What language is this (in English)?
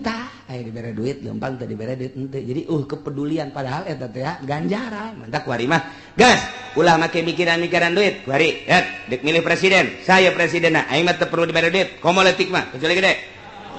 Sundanese